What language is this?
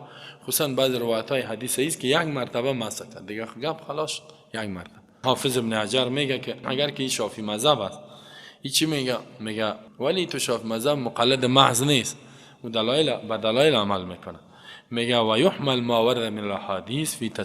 Persian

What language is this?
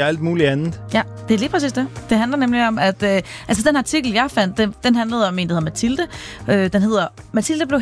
Danish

